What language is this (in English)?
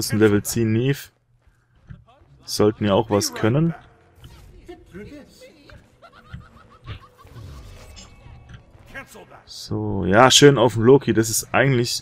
German